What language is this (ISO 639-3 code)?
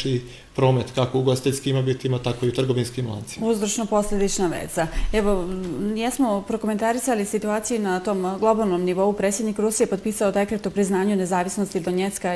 bos